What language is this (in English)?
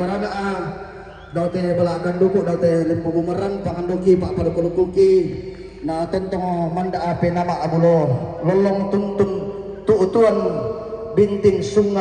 Toraja-Sa'dan